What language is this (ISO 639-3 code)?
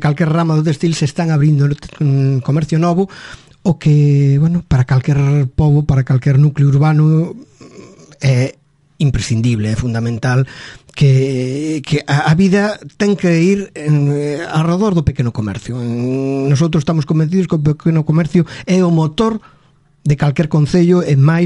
glg